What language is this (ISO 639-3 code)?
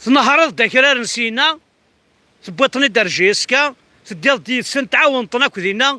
kab